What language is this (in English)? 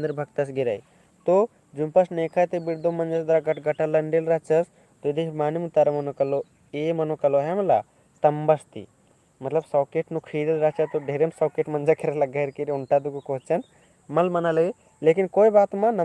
Kurukh